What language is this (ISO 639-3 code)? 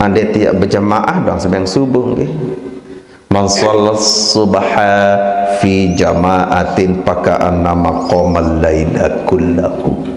sas